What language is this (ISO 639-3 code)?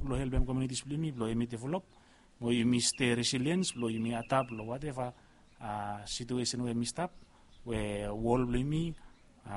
bis